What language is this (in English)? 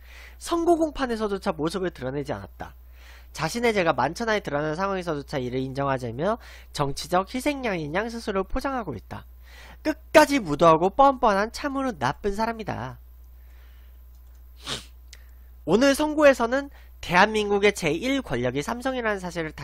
Korean